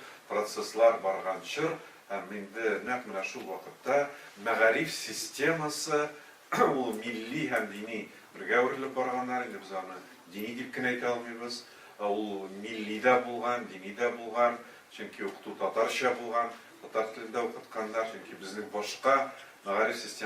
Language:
Tatar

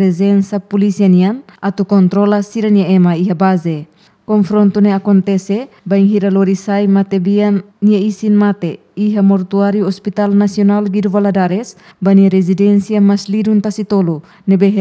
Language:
Tetum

